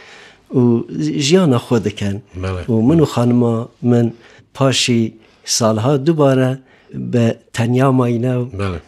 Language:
Kurdish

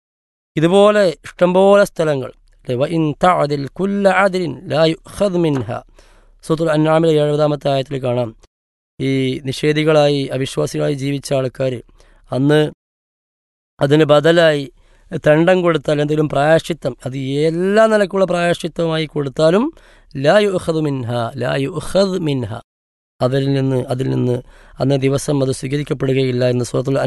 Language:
Malayalam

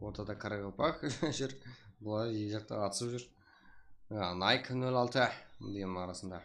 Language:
Kara-Kalpak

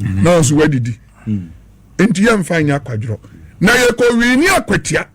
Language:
Akan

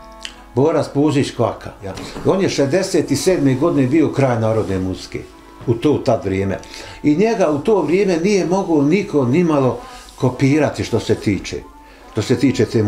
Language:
Bosnian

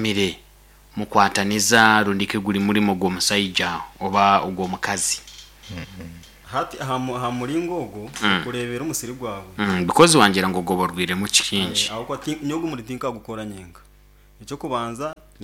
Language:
Nyoro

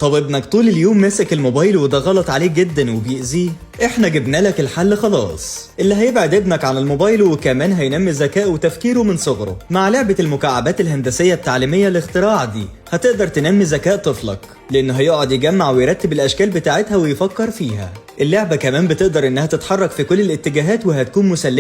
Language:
Egyptian Arabic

